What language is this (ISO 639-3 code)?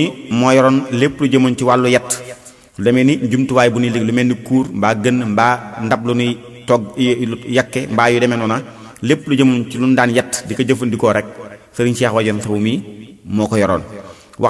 wol